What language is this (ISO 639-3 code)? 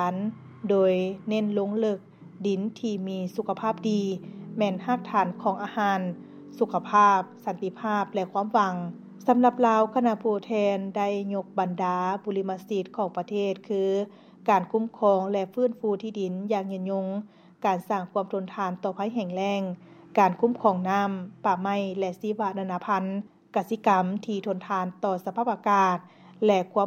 lao